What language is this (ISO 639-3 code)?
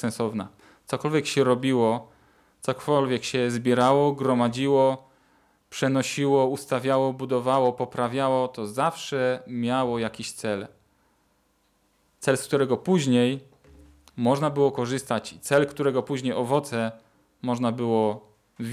pol